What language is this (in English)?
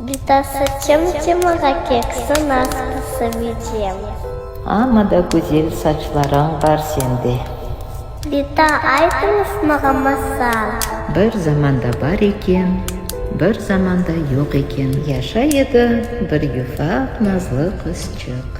Crimean Tatar